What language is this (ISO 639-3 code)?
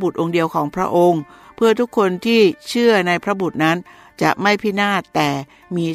tha